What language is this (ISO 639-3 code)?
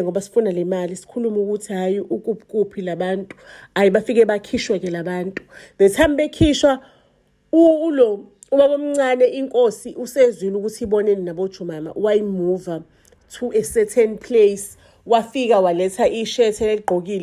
zul